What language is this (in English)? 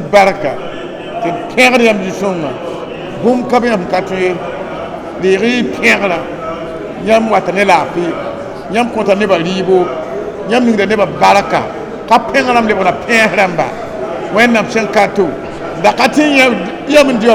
Mossi